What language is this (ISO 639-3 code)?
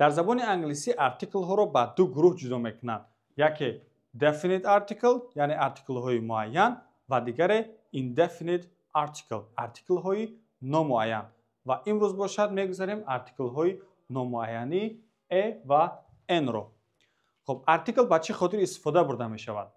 tgk